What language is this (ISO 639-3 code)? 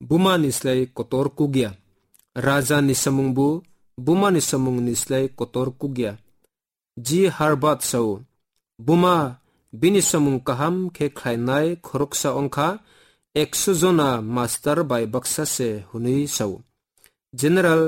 trp